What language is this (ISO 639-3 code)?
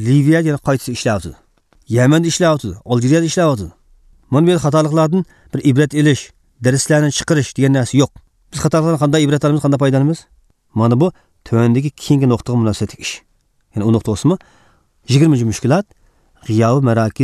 uig